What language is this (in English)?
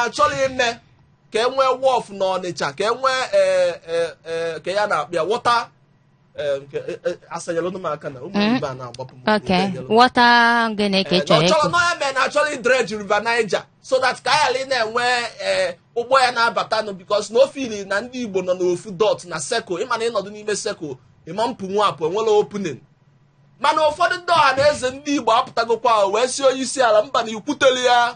Igbo